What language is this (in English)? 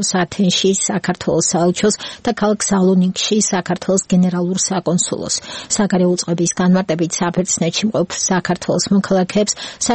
Georgian